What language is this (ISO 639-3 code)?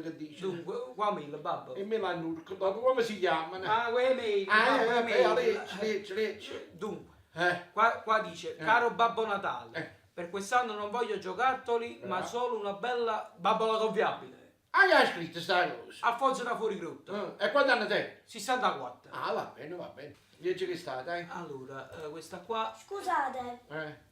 nap